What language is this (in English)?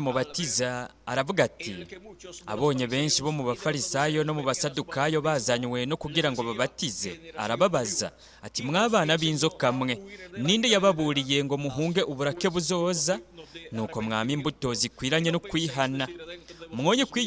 Rundi